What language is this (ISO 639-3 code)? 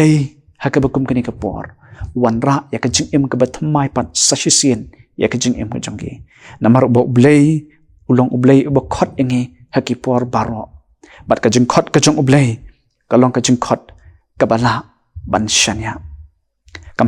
kha